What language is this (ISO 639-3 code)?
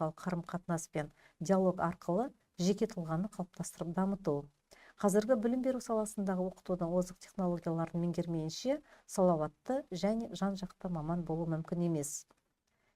kaz